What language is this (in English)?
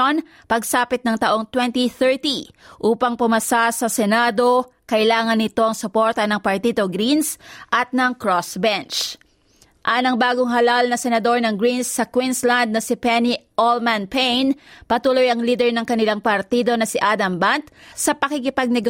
Filipino